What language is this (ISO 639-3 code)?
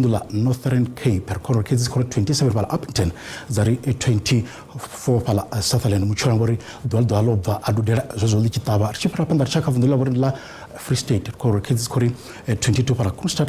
ven